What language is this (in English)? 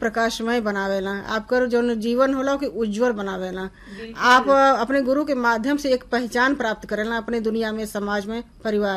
Bhojpuri